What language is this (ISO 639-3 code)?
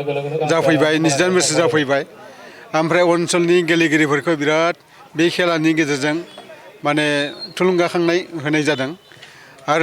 brx